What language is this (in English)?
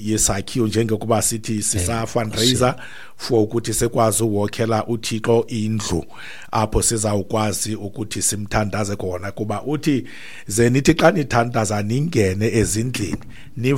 Xhosa